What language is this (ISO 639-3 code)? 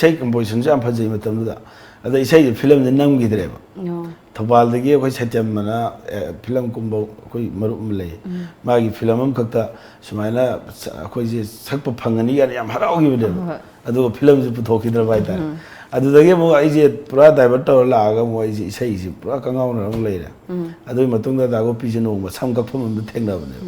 mni